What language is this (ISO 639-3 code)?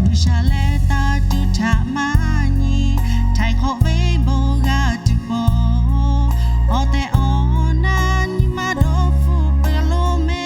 lhu